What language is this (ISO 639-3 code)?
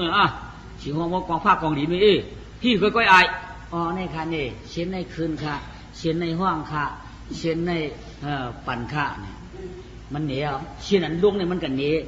shn